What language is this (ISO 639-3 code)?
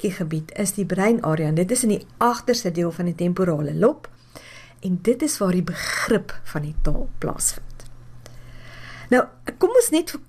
afr